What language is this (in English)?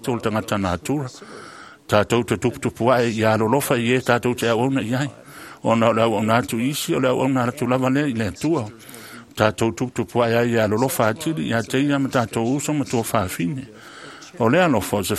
Samoan